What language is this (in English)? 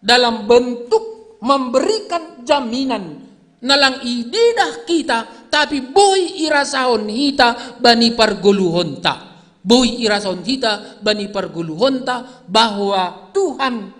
Batak Simalungun